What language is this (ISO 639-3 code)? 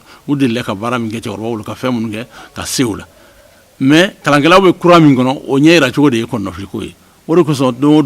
bam